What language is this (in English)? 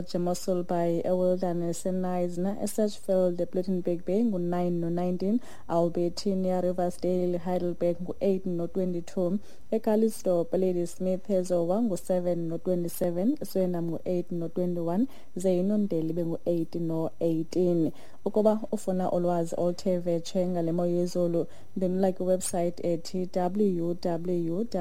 Xhosa